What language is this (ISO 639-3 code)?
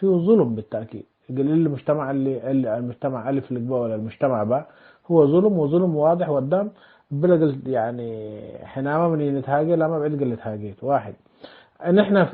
tig